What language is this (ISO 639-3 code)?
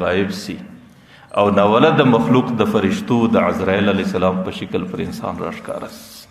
pus